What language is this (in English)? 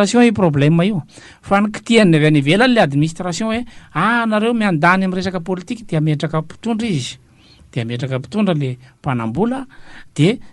Malagasy